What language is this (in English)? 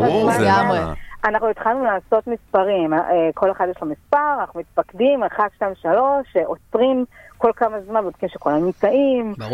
Hebrew